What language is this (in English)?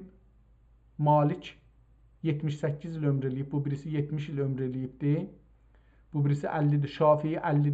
South Azerbaijani